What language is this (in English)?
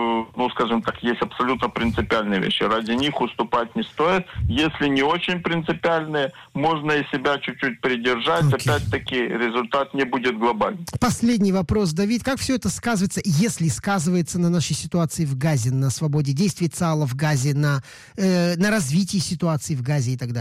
Russian